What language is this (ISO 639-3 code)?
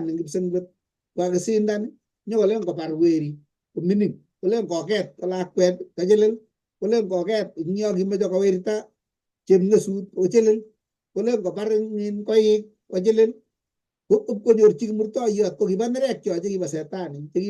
kln